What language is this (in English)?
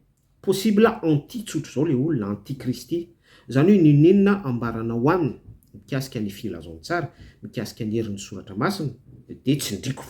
Malagasy